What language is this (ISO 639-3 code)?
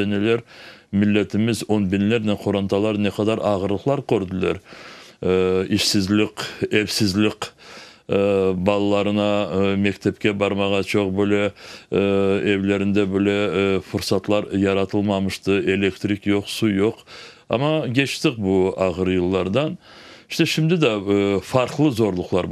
crh